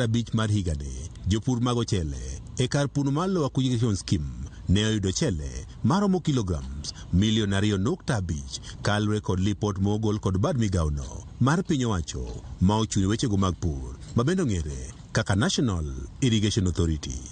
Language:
Luo (Kenya and Tanzania)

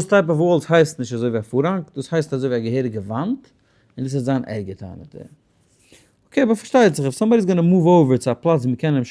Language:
Yiddish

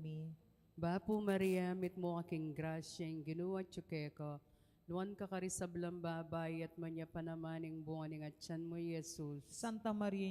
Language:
Pampanga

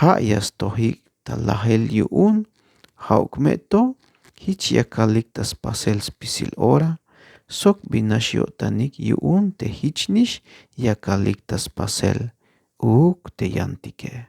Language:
Tzeltal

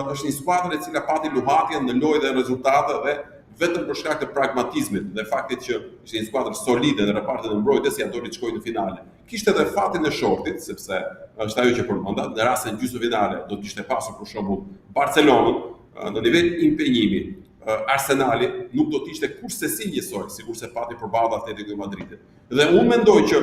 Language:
Albanian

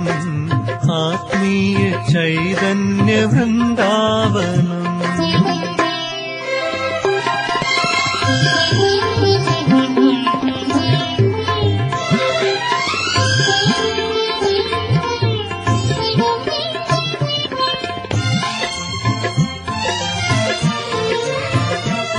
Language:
Malayalam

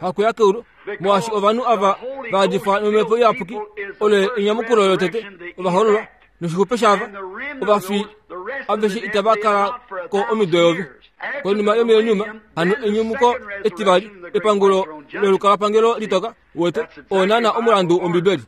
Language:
Kuanyama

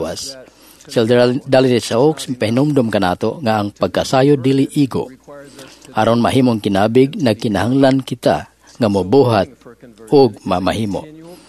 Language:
Cebuano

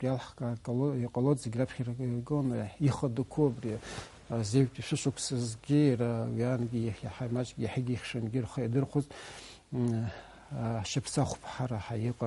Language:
Abkhazian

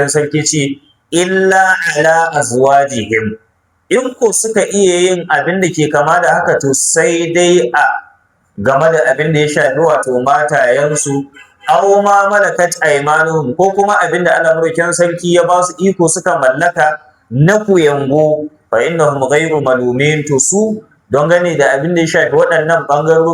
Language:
Hausa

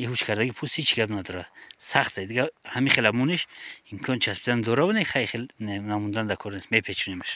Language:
Tajik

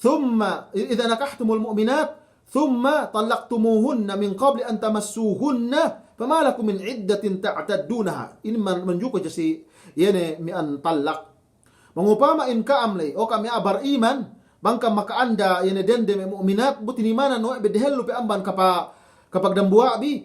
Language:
Yakan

